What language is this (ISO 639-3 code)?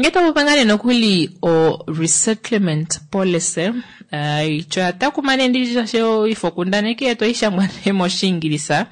kua